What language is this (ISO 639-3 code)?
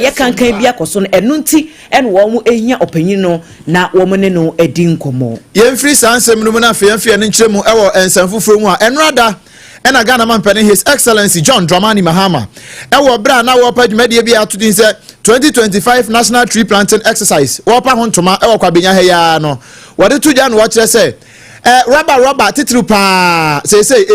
aka